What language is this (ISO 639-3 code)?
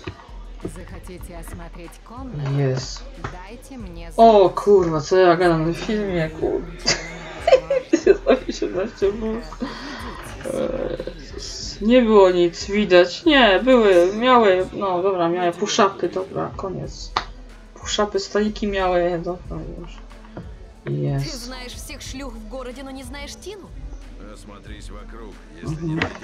pol